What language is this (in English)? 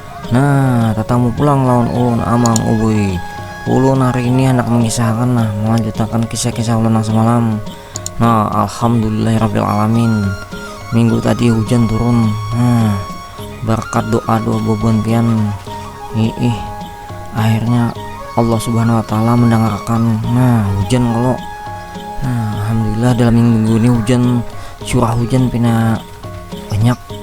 Banjar